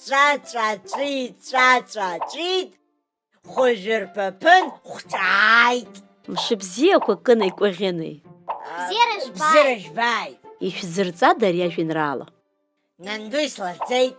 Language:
Abkhazian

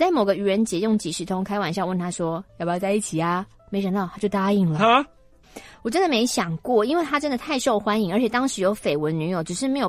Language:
Chinese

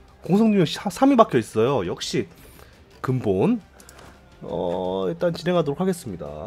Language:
Korean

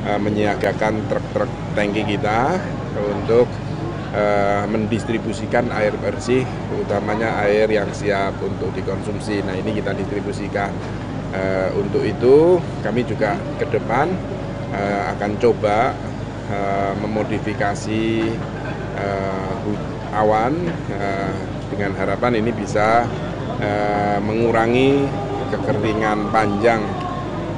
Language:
Indonesian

